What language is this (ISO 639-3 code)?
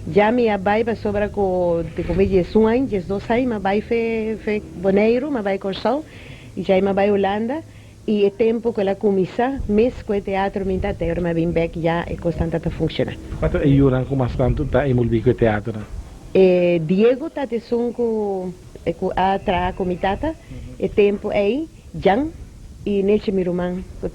pap